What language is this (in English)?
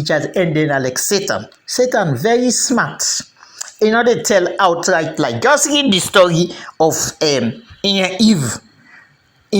Krio